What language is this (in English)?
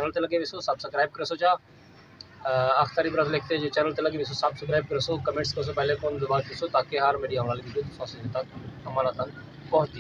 Saraiki